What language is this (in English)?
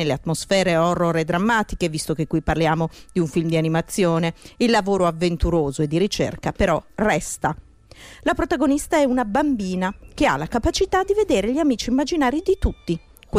Italian